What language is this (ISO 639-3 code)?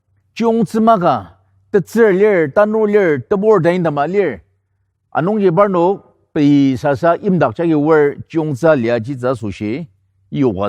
njo